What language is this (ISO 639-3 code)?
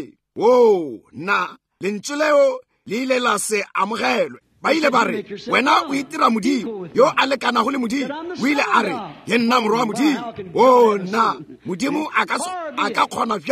nso